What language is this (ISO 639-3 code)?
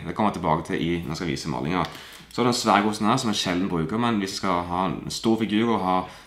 nor